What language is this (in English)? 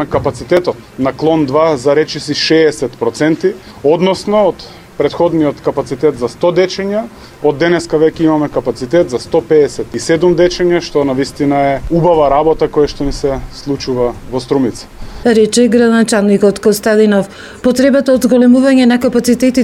Macedonian